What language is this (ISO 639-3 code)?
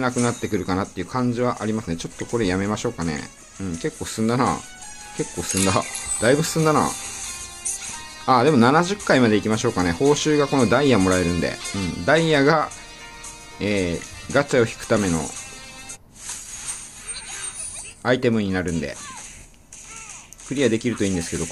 jpn